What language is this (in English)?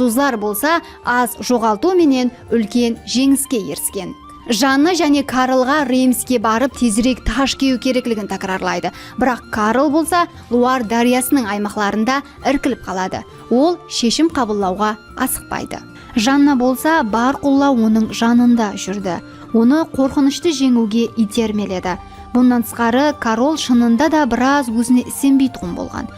Kara-Kalpak